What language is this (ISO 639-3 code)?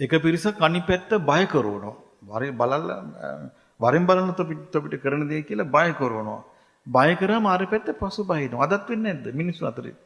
sin